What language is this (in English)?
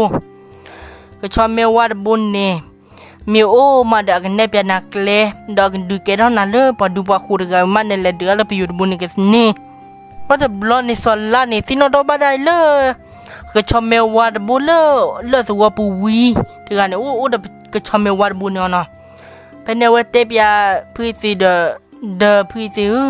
S'gaw Karen